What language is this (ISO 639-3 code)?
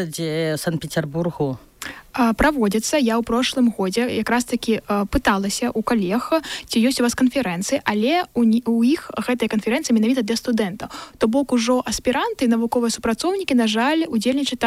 bel